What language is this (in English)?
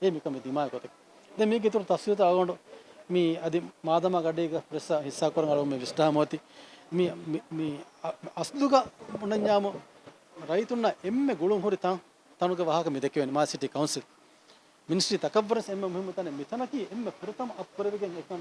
Divehi